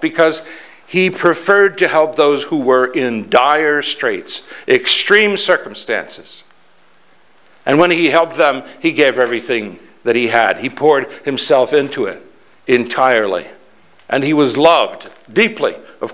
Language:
English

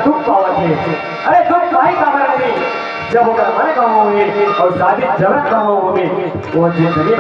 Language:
Chhattisgarhi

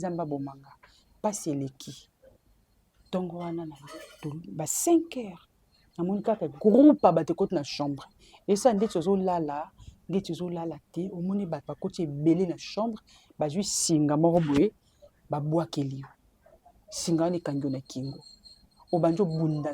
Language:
Lingala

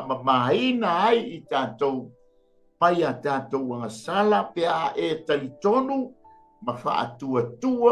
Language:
Samoan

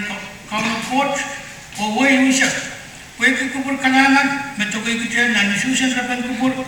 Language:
Pohnpeian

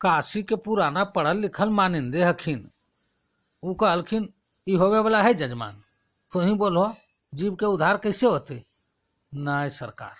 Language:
Magahi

